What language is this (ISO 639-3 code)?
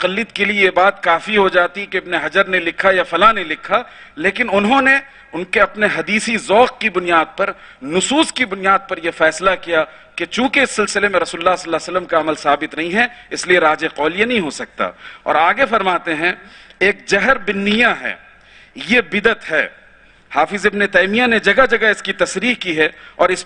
urd